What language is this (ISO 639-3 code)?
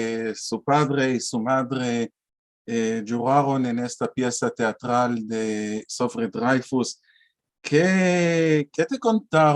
lad